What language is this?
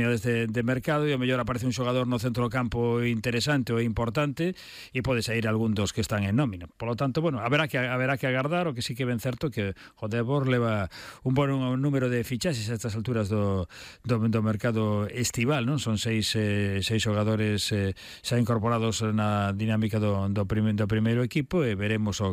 Galician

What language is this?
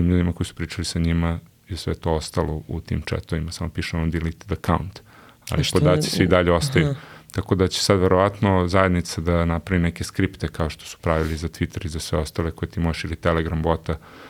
Serbian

